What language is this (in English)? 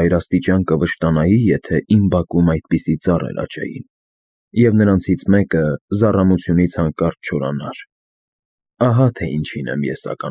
Armenian